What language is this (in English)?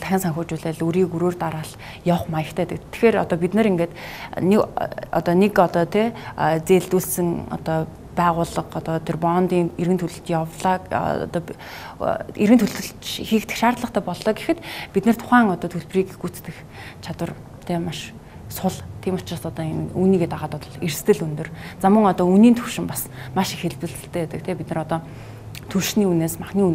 Mongolian